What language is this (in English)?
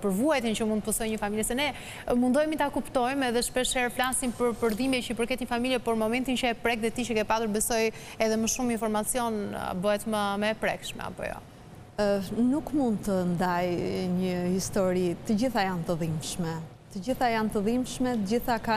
Albanian